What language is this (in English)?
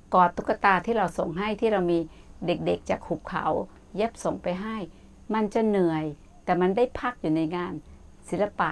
Thai